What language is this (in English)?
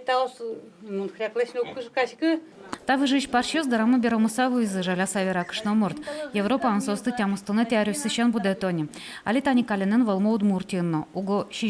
Udmurt